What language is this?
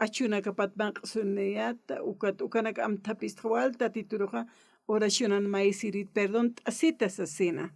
Aymara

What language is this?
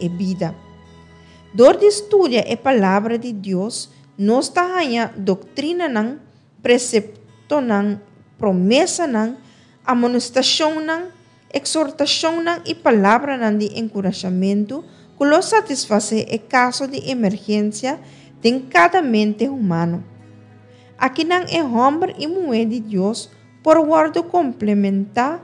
Papiamento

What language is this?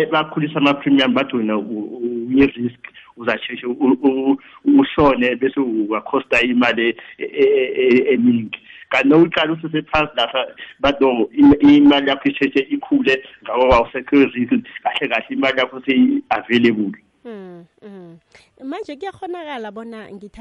South Ndebele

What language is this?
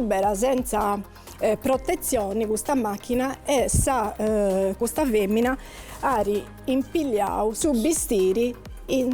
Sardinian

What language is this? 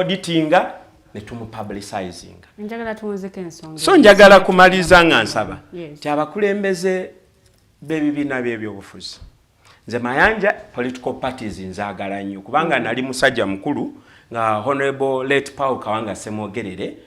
Ganda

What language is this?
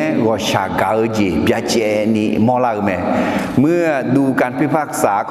Akha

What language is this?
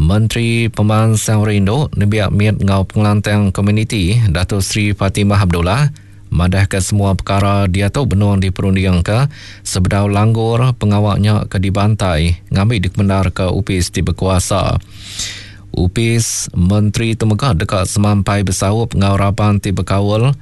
Iban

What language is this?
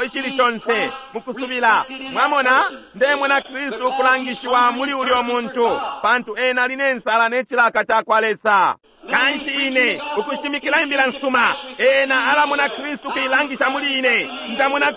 Bemba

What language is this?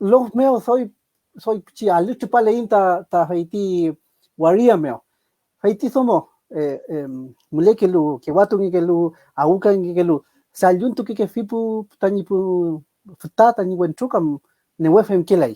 Mapuche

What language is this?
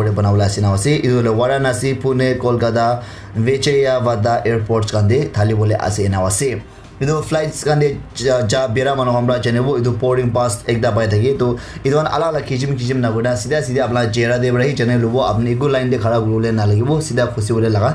Naga Pidgin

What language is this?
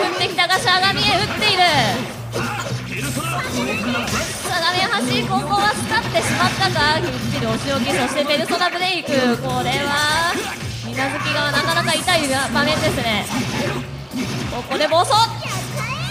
Japanese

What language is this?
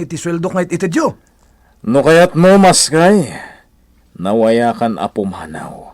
Iloko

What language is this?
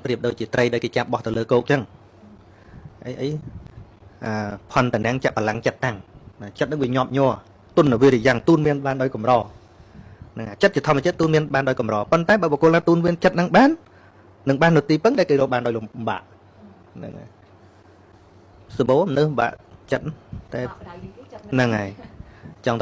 Khmer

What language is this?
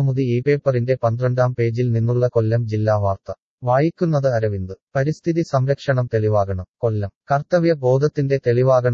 Malayalam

